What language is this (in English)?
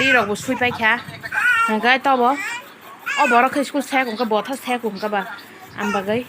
Kok Borok